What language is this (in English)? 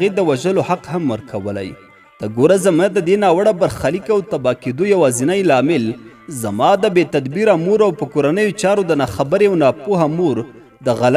Pashto